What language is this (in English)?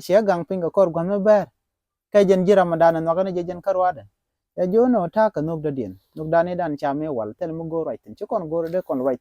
Nuer